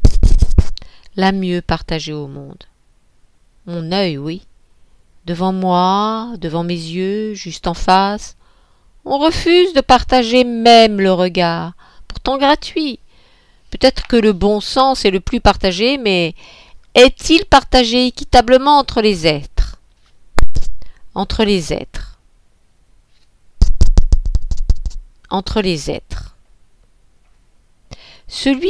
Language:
French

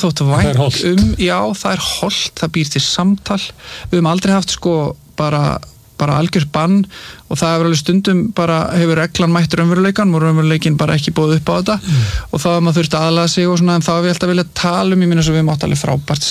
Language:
Icelandic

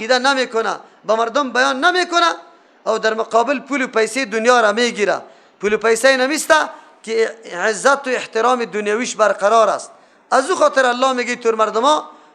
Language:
Persian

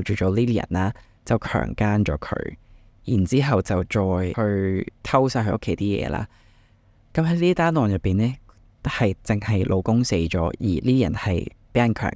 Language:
Cantonese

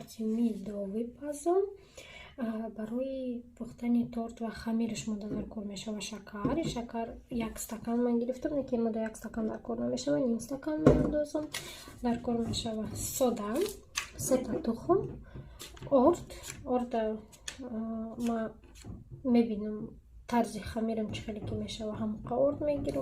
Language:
Tajik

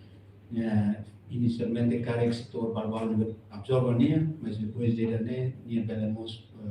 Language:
Tetum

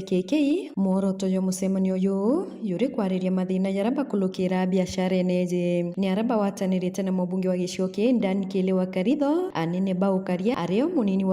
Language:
Meru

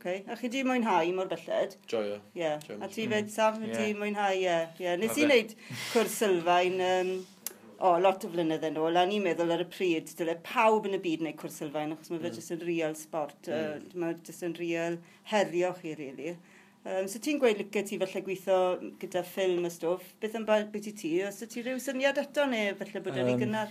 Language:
Welsh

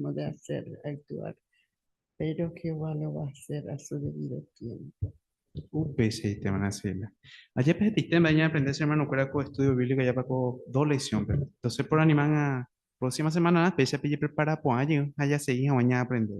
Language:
Guarani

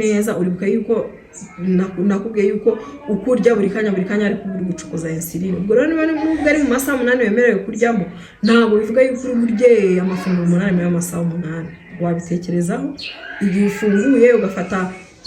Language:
Kinyarwanda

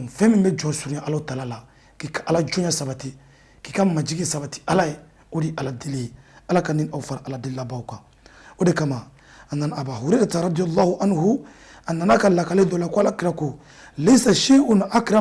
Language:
Bambara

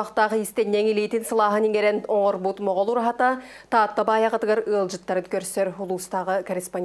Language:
Yakut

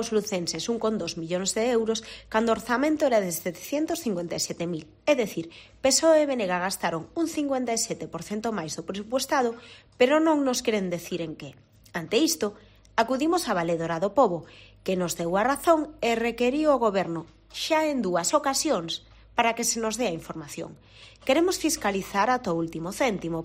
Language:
Galician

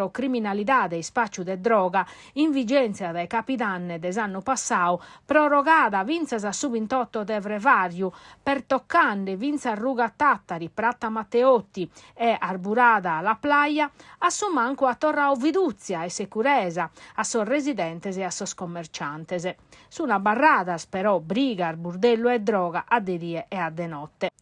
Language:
Sardinian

